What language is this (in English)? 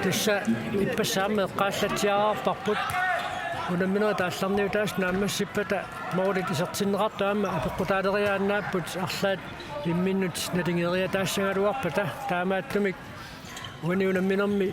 Kalaallisut